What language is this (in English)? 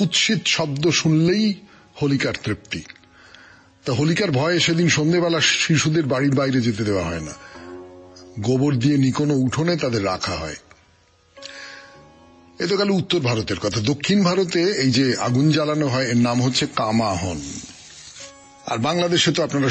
Bangla